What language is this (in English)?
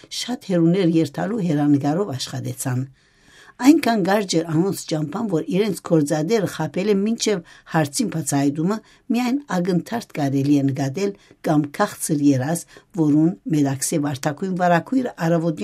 Western Armenian